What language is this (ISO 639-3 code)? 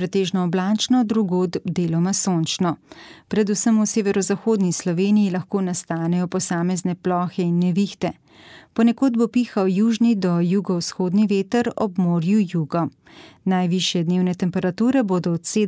slv